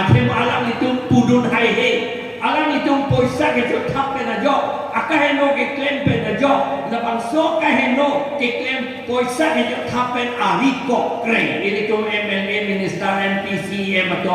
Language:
Karbi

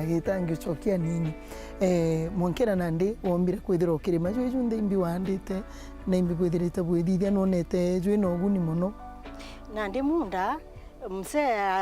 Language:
Meru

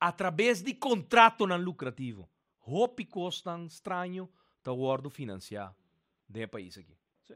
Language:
Papiamento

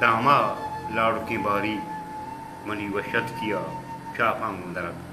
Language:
Baluchi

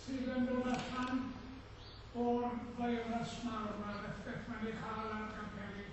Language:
Welsh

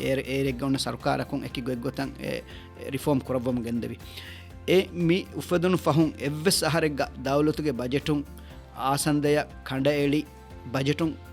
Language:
Divehi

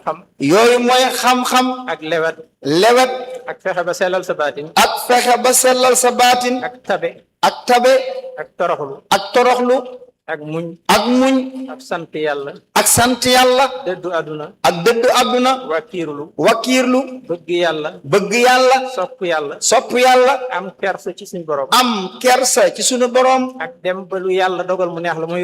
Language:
Wolof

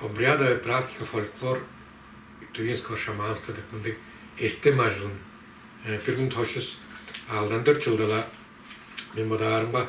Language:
Tuvinian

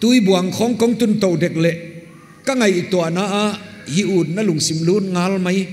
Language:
Paite Chin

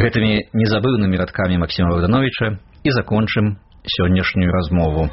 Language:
Belarusian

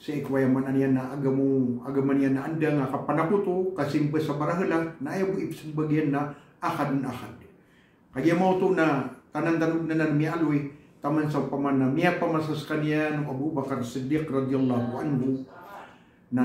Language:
Maranao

